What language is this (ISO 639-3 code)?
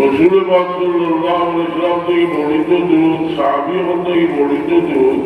syl